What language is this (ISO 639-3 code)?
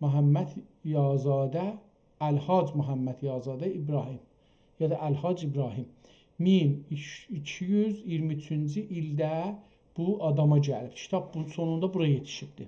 azb